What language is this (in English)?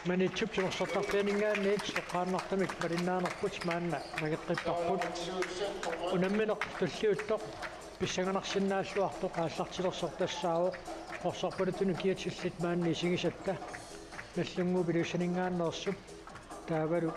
Kalaallisut